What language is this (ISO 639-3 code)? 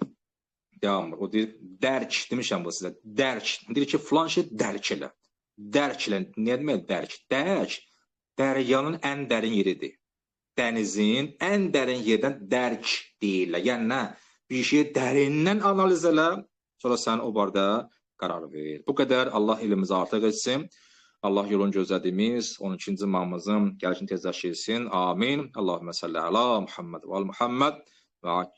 aze